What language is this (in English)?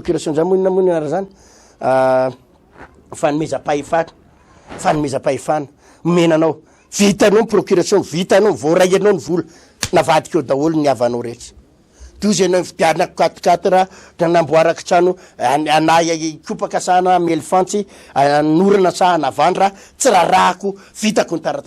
Malagasy